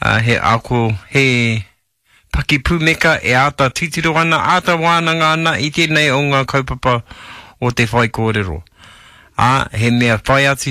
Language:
Māori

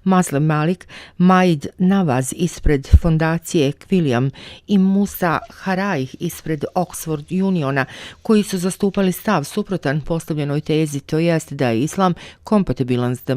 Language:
Bosnian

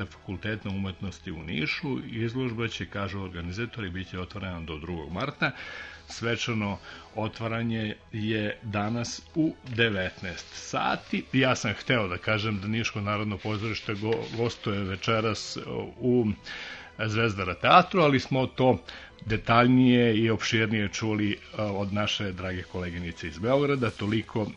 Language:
Serbian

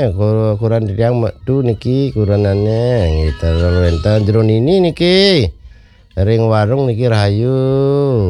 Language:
Balinese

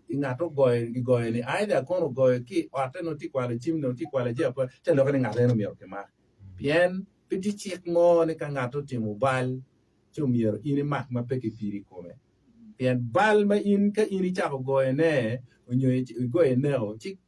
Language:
Acoli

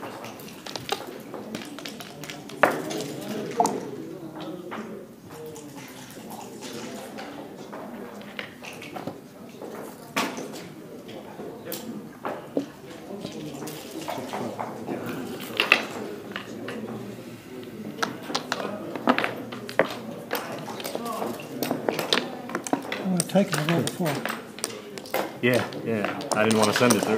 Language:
English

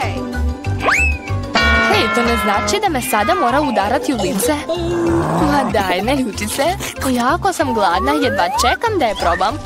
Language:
Croatian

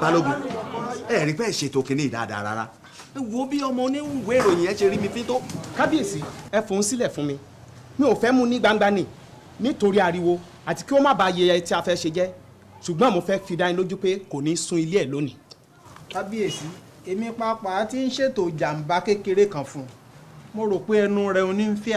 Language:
Yoruba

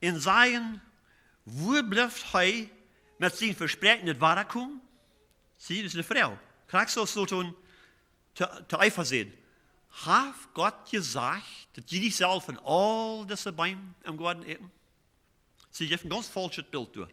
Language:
Plautdietsch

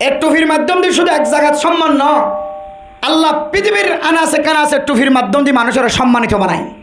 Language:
Rohingya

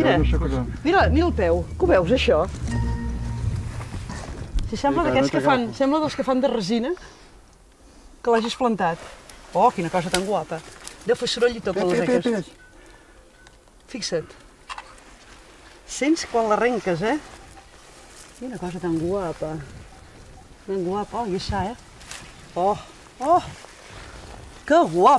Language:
Catalan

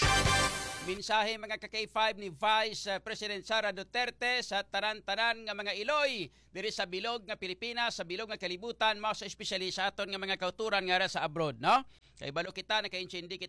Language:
Hiligaynon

